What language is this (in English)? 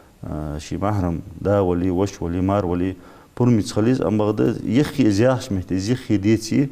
Ingush